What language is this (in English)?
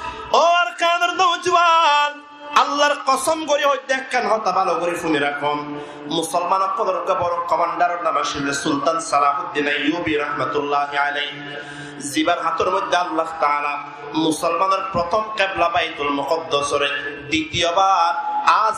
Rohingya